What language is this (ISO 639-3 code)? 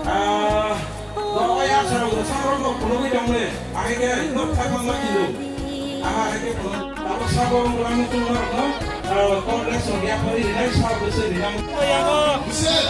trp